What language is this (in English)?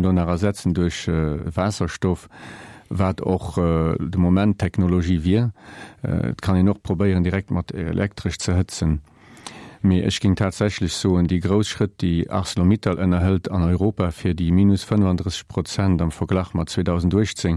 Luxembourgish